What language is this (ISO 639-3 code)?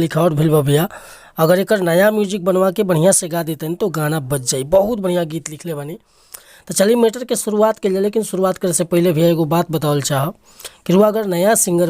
bho